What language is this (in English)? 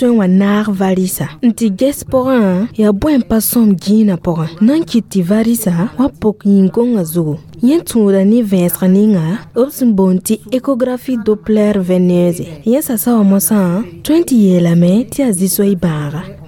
Mossi